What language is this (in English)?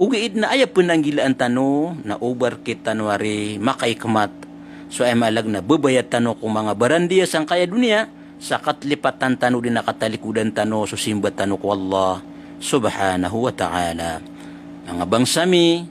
Maranao